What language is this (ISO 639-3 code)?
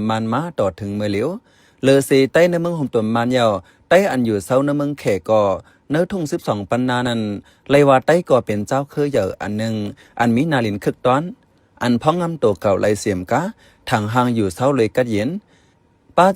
shn